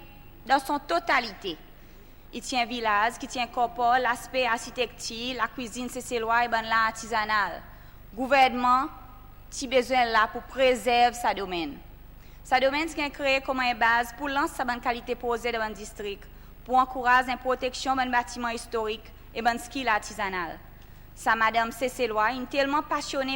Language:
Seselwa Creole French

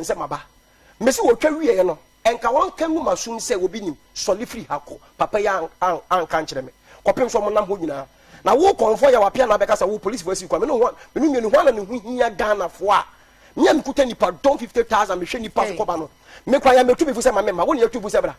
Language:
Akan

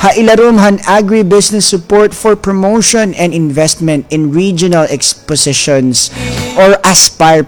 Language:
Waray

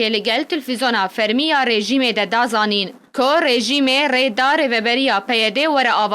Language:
Kurdish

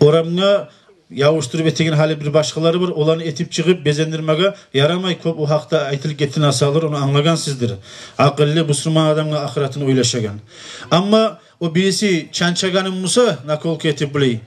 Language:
Kumyk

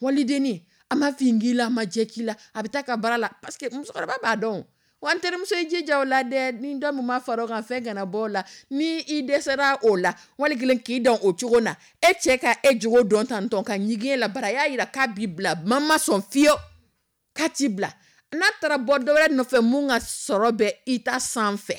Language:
Dyula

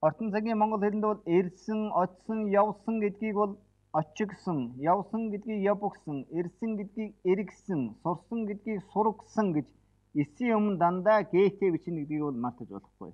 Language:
Mongolian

